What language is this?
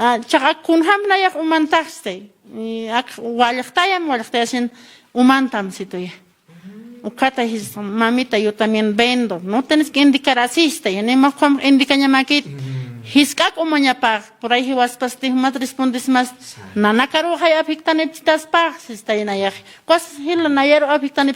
Aymara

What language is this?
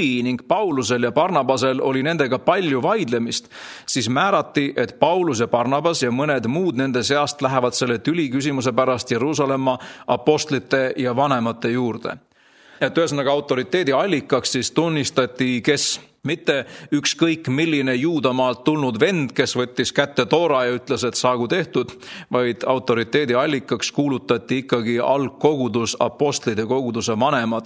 Estonian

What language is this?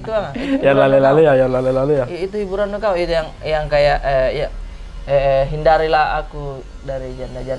Makassar Malay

